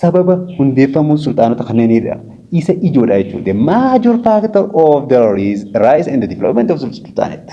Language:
Oromo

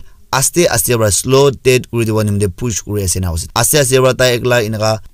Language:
Naga Pidgin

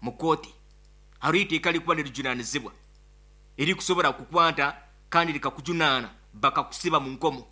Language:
Nyoro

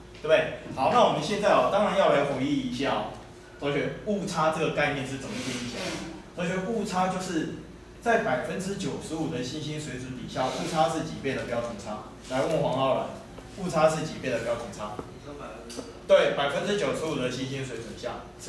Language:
Chinese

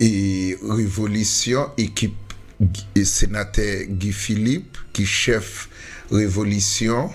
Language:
Haitian Creole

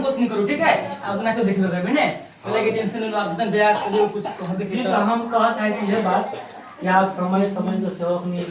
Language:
Maithili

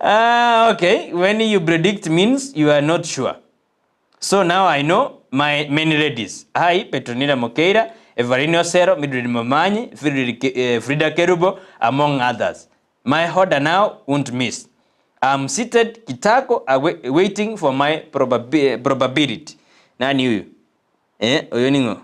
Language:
Gusii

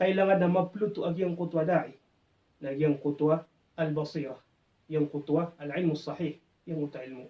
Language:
Maranao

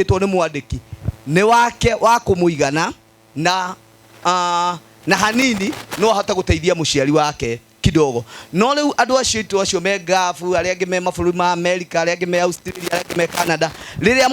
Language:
Kikuyu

